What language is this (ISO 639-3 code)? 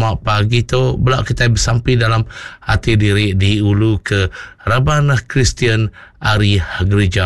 iba